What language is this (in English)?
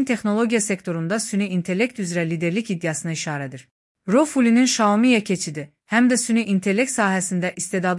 Azerbaijani